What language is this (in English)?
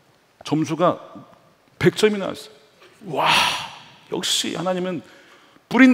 Korean